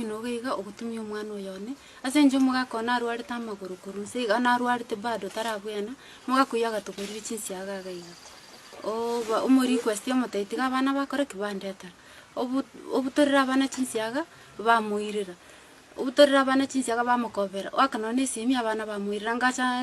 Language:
Gusii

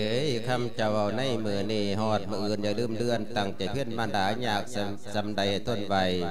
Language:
Lao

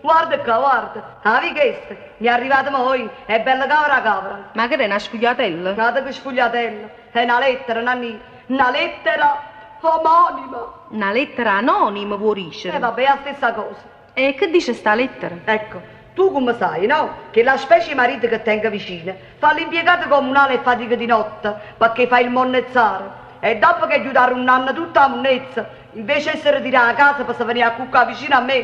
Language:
Neapolitan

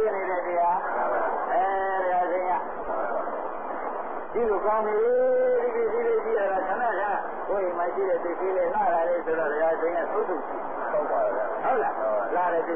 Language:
Burmese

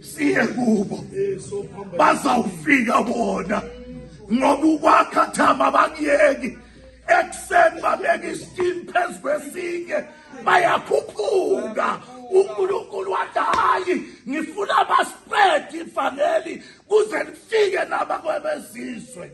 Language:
Zulu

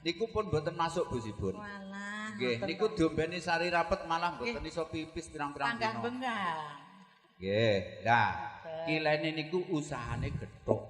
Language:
Javanese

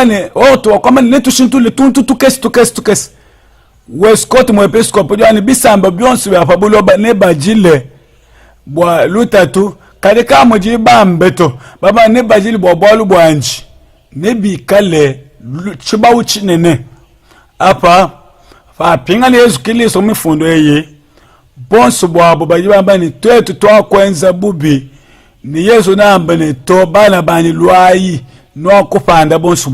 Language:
Luba-Lulua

